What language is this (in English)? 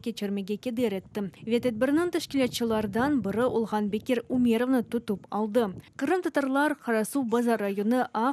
Crimean Tatar